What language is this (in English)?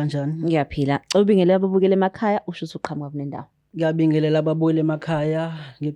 Zulu